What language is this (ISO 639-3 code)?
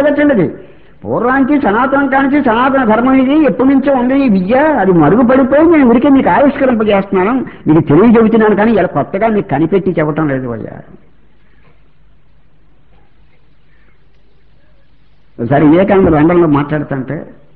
tel